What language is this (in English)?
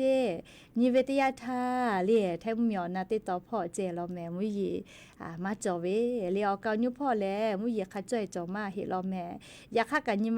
Lahu